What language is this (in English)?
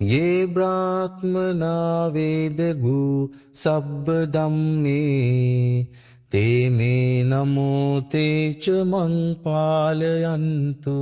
Pali